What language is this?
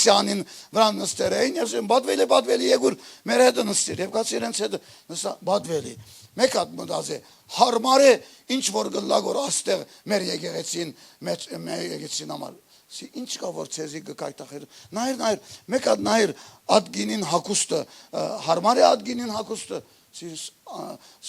Western Armenian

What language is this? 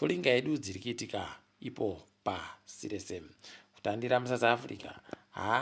Ndau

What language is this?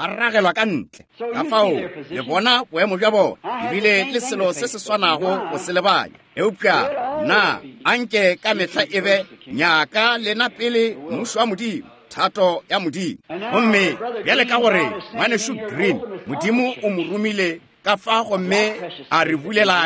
Northern Sotho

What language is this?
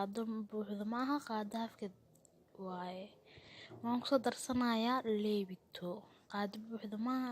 Somali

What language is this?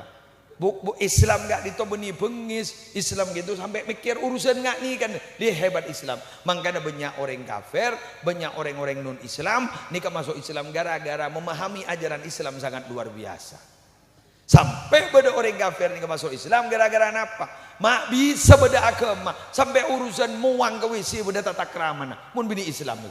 Madurese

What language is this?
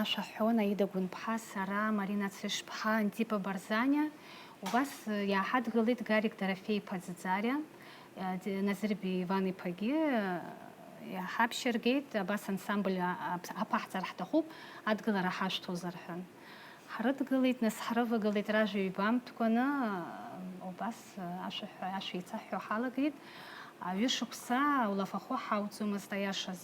Abkhazian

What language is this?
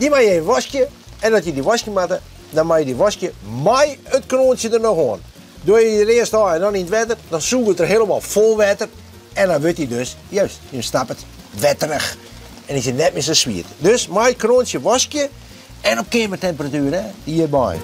Western Frisian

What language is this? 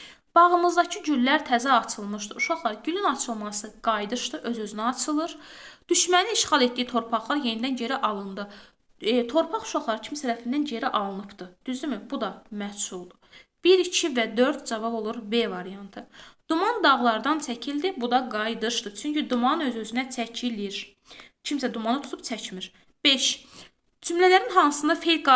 Azerbaijani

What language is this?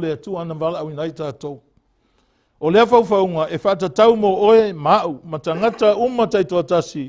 Samoan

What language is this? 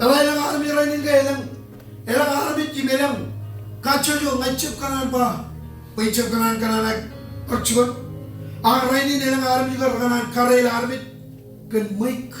Marshallese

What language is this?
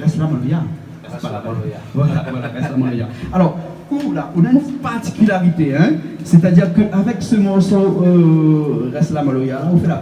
Réunion Creole French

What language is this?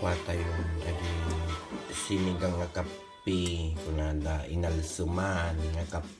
Iloko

